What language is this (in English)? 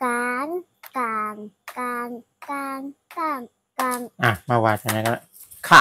Shan